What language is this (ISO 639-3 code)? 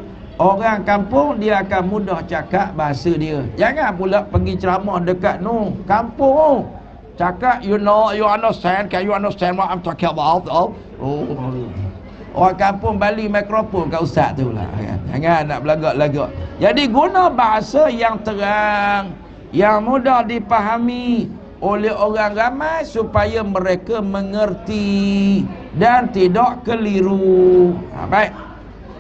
msa